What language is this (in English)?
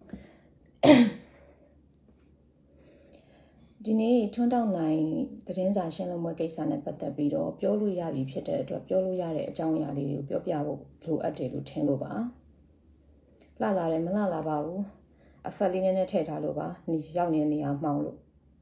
Burmese